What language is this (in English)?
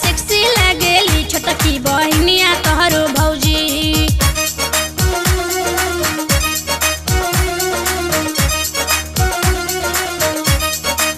Bhojpuri